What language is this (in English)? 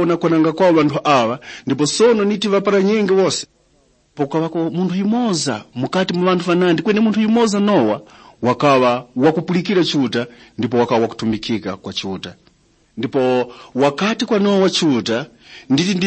Tumbuka